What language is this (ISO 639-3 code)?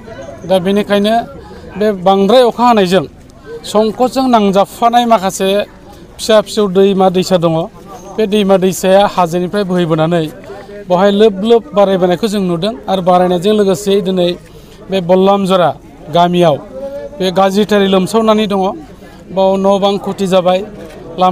brx